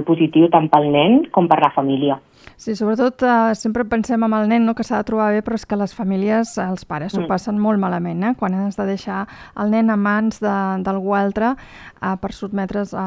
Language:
Catalan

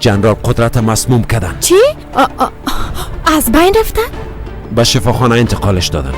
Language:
Persian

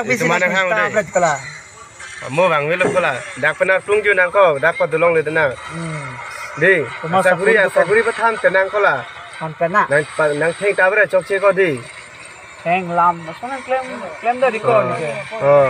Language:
Karbi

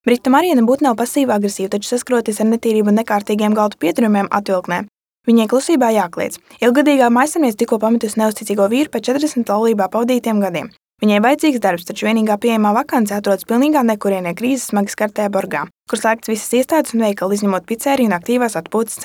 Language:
Latvian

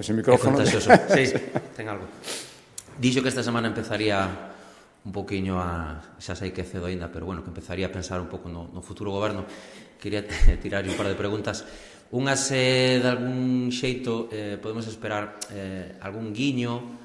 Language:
Galician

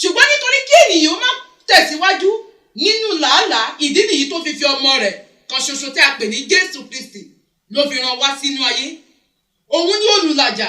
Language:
Yoruba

